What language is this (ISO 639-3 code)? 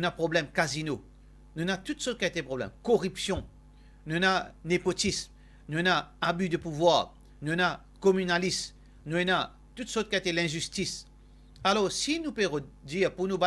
mfe